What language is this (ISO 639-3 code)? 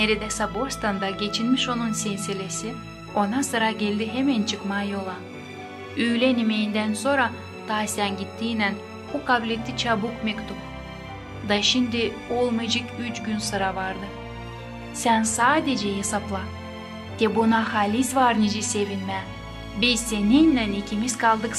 gag